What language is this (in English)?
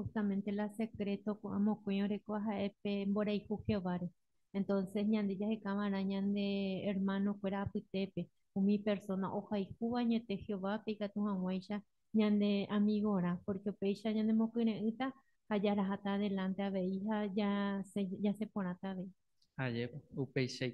Guarani